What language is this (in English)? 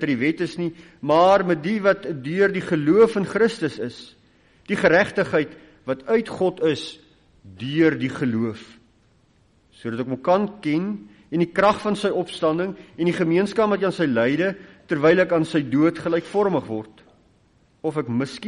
Afrikaans